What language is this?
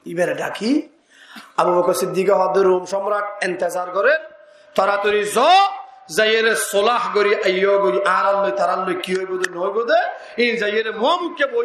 Rohingya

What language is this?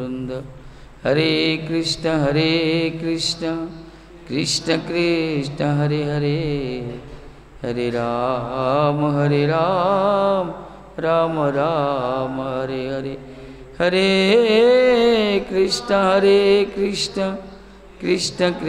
Odia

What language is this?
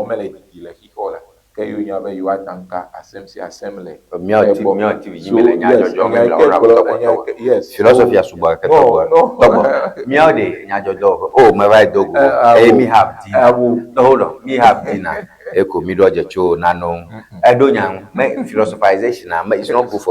Ewe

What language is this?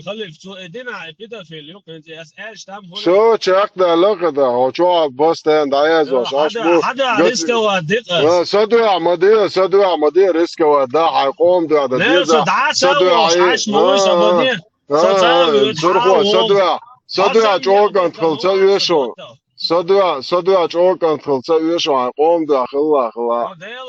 Chechen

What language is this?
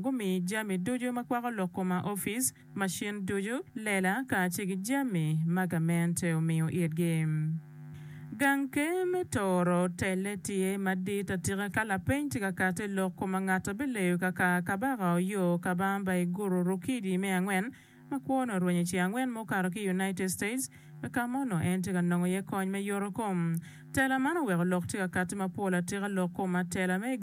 Acoli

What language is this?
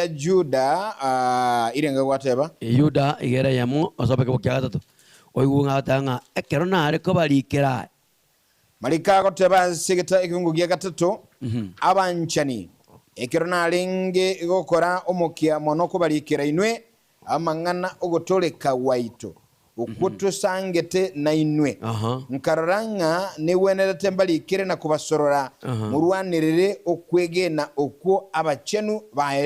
Gusii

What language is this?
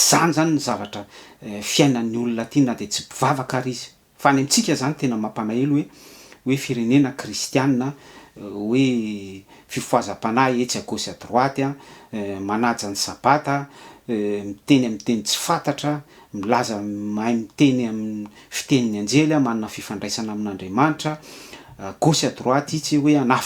Malagasy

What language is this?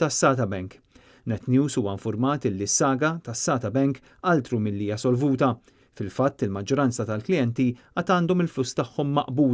Maltese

